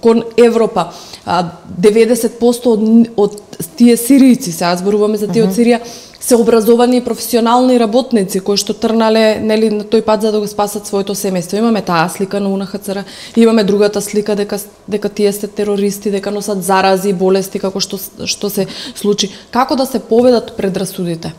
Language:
Macedonian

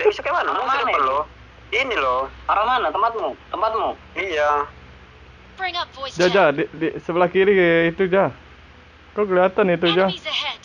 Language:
Minangkabau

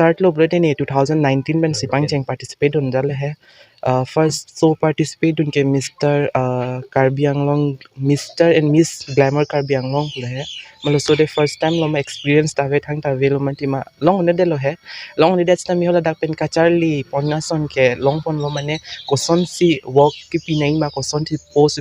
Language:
Karbi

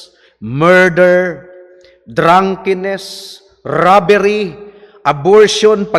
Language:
Cebuano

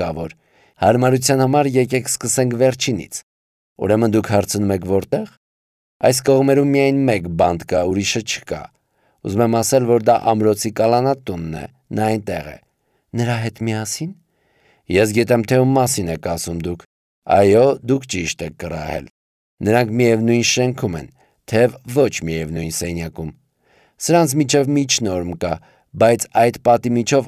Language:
Armenian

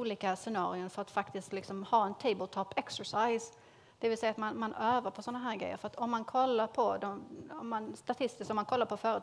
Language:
Swedish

